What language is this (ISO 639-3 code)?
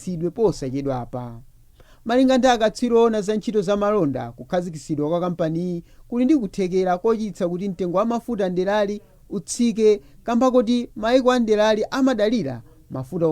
nya